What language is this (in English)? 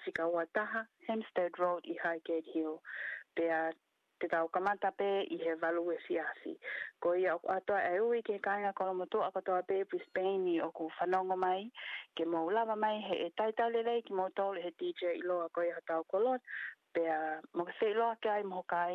Tongan